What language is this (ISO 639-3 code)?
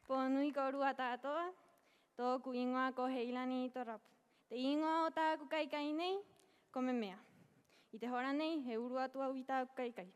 rap